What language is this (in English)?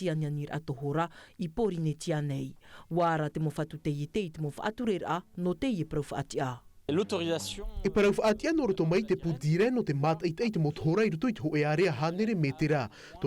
Tahitian